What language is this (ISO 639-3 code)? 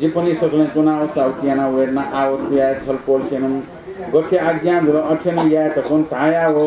new